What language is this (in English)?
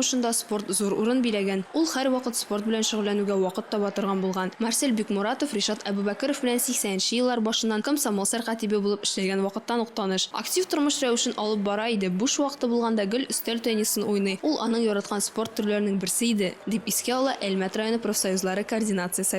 Tatar